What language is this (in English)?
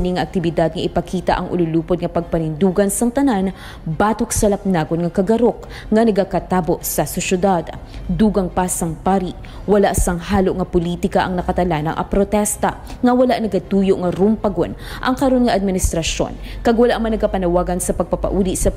Hiligaynon